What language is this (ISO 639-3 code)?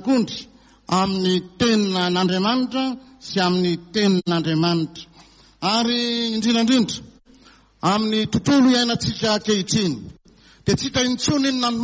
mlg